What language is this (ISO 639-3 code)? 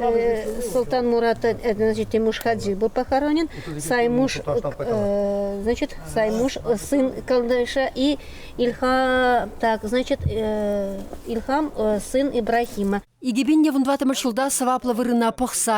chv